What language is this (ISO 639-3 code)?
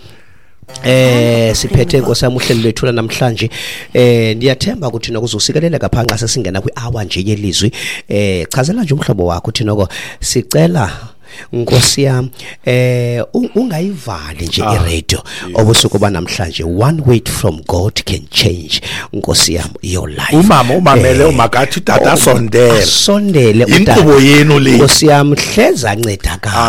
xho